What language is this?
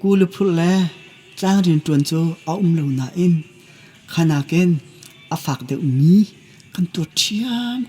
Hakha Chin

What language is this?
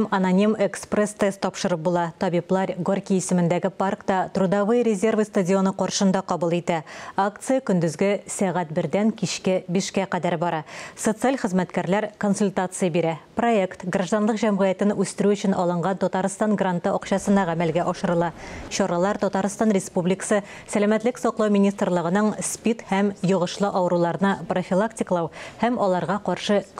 Tatar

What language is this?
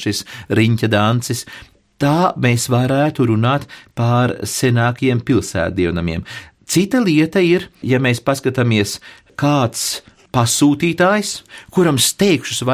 Latvian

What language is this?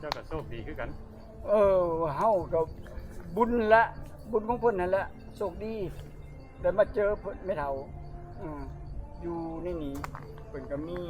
Lao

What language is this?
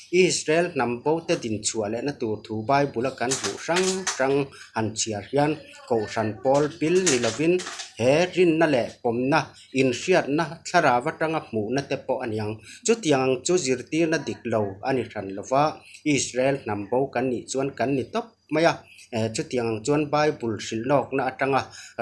Mizo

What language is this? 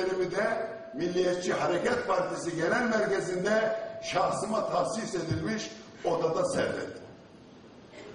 Turkish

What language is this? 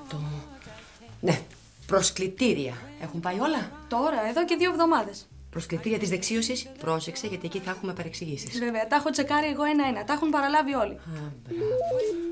Greek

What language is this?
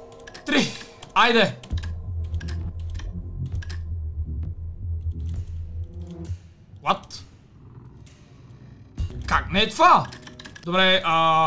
Bulgarian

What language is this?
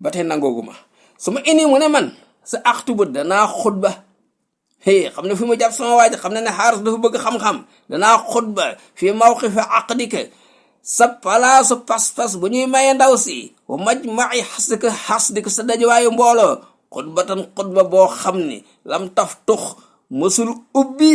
Wolof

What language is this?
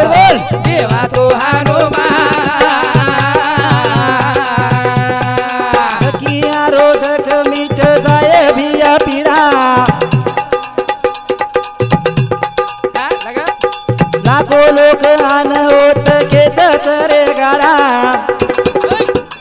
Lambadi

